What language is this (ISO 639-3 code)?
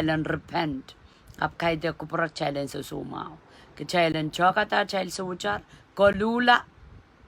pon